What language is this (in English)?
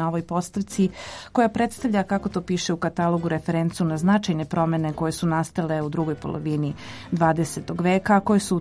Serbian